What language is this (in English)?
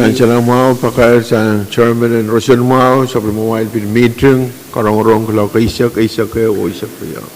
Pohnpeian